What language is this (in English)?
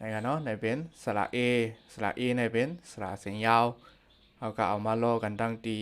Shan